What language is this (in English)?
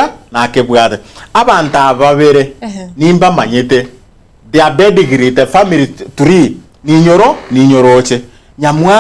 Gusii